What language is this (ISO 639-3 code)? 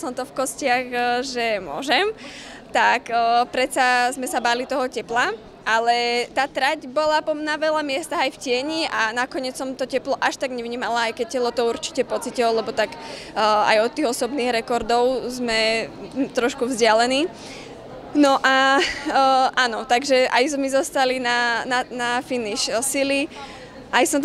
slk